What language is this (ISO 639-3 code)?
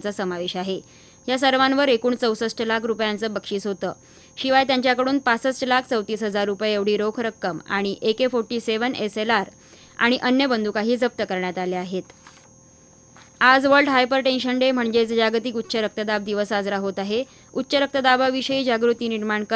mar